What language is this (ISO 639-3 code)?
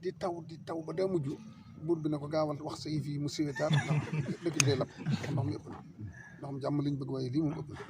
wol